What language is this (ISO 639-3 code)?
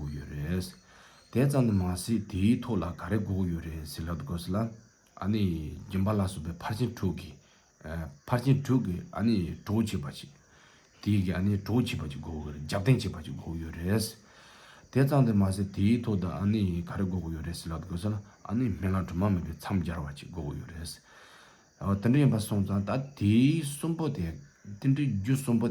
bod